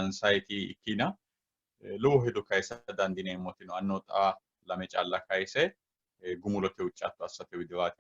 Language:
Sidamo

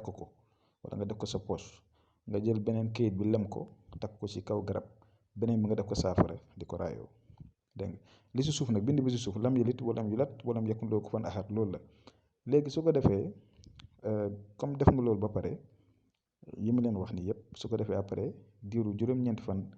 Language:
Wolof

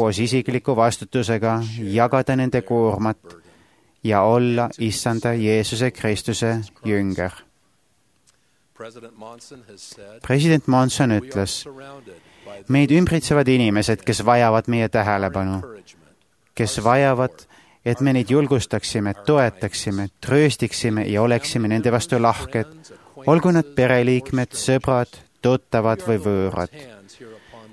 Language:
Estonian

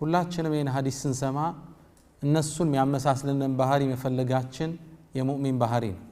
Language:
Amharic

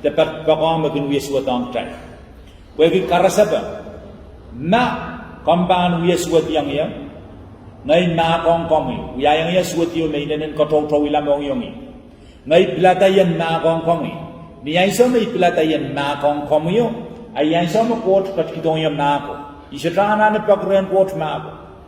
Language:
Pohnpeian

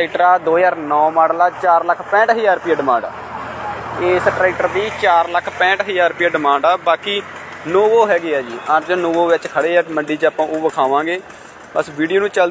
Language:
Punjabi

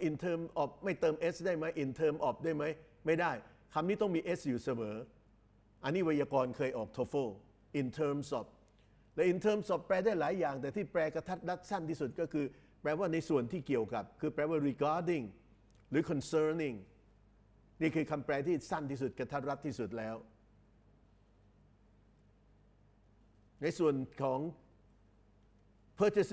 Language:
Thai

